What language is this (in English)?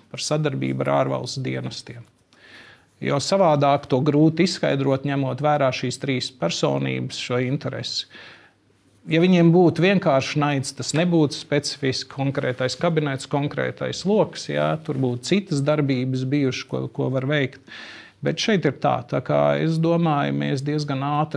Latvian